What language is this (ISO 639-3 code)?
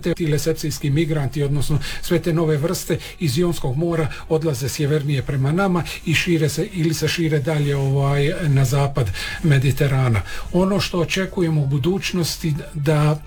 hrv